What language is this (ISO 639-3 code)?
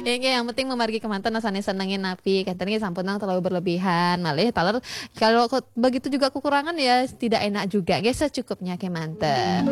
ban